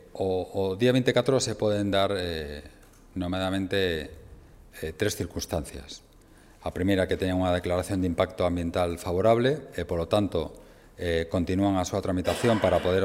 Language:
Galician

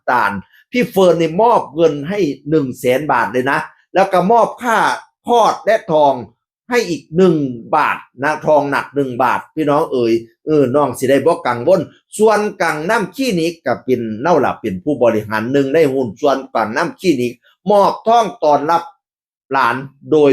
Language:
Northeastern Thai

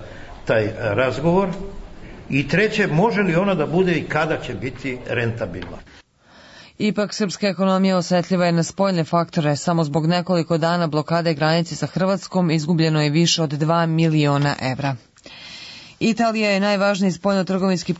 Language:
Serbian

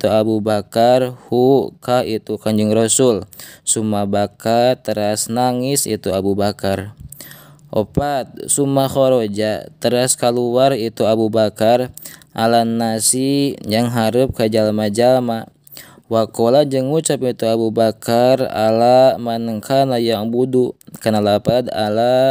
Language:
Sundanese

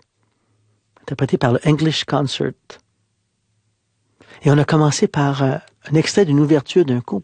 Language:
French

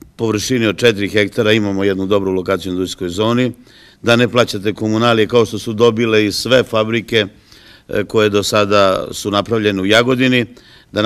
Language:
Serbian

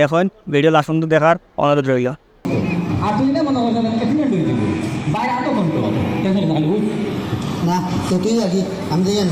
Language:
Sylheti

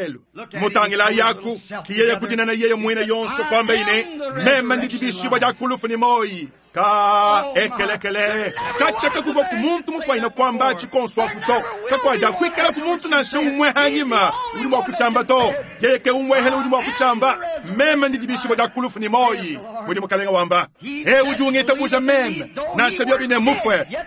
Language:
Luba-Lulua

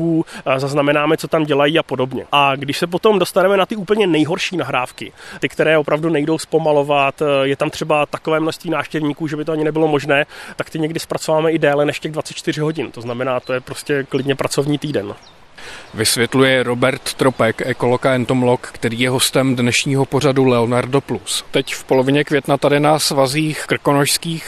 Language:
Czech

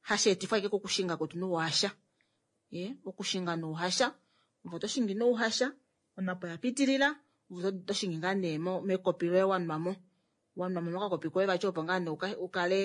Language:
Kuanyama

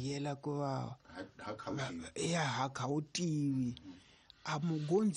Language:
Tsonga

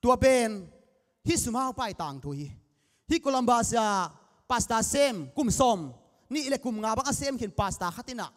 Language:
Tedim Chin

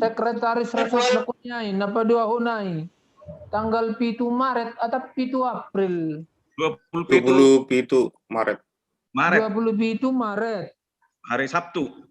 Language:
Batak Simalungun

